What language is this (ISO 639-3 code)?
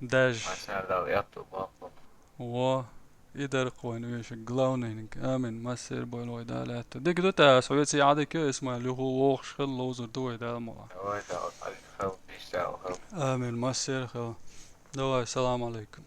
che